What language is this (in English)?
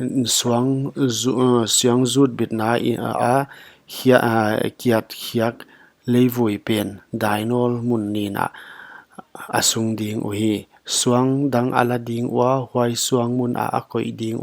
Paite Chin